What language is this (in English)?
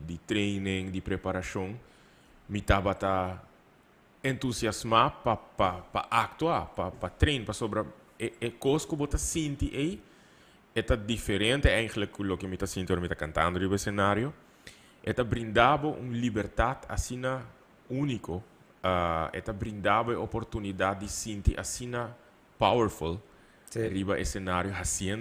Papiamento